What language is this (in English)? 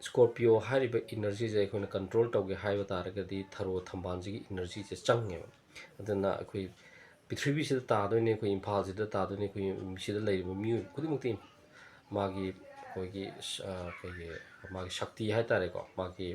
Manipuri